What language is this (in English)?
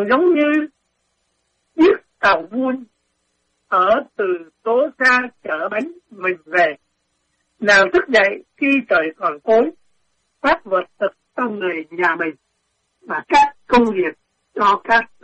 Vietnamese